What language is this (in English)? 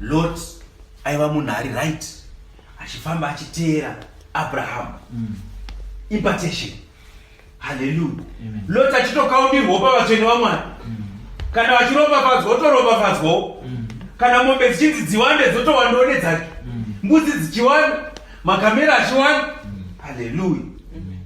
Shona